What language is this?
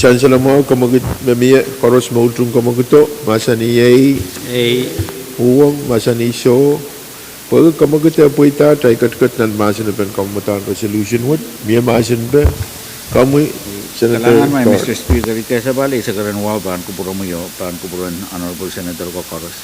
Pohnpeian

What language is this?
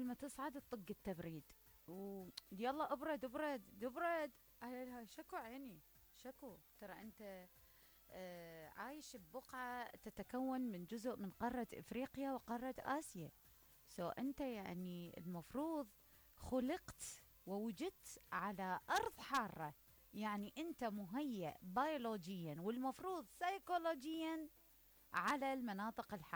Mesopotamian Arabic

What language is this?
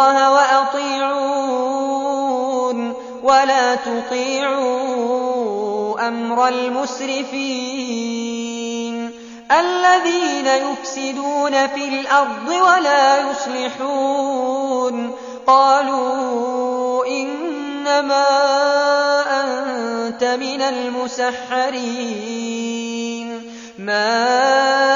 Arabic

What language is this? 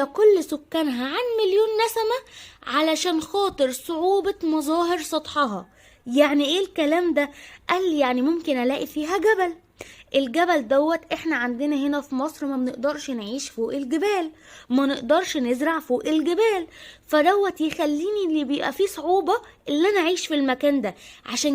Egyptian Arabic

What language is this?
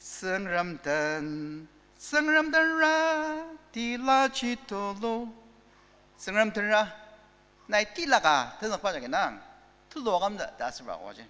Ao Naga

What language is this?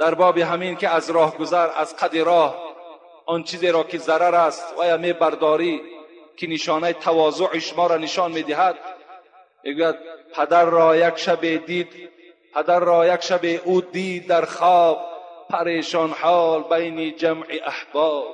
Tajik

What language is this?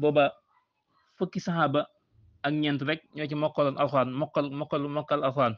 Wolof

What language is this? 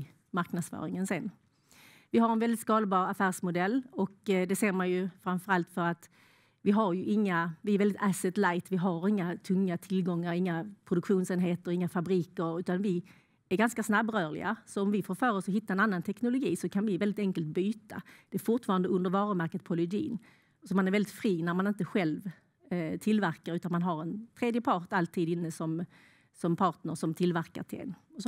Swedish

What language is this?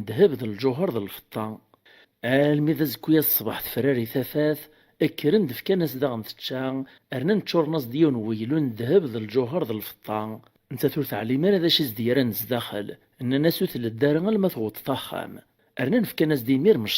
Kabyle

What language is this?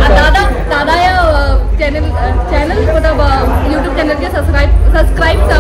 Santali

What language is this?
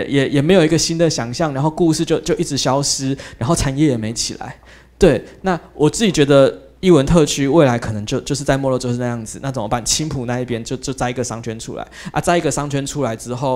Chinese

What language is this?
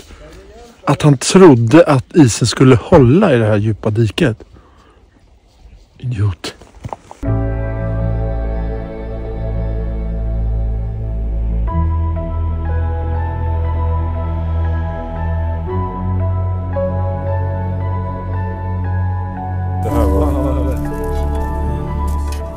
Swedish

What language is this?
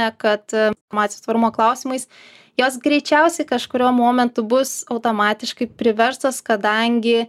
Lithuanian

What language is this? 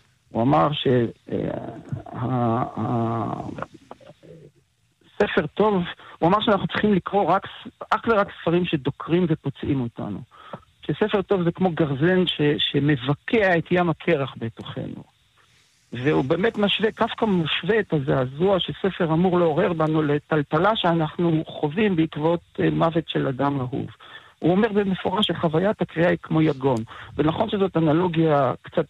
Hebrew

